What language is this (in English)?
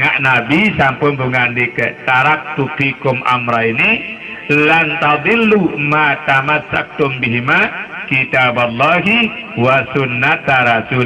Sasak